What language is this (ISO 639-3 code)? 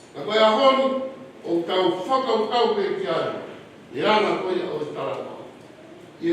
ton